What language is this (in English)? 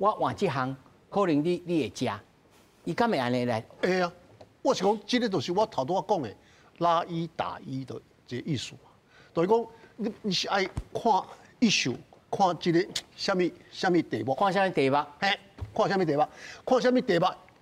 Min Nan Chinese